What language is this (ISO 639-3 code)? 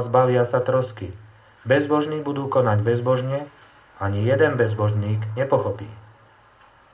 slk